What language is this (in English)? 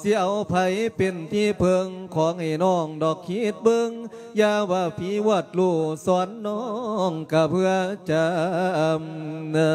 Lao